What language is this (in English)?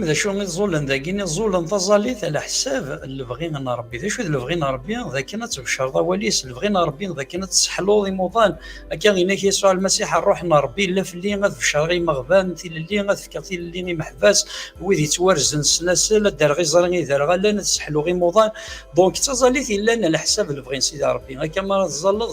Kabyle